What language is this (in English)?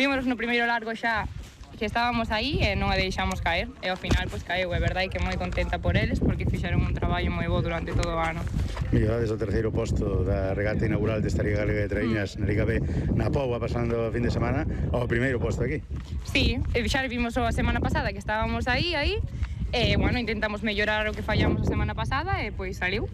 Galician